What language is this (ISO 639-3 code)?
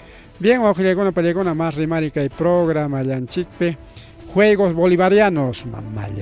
quy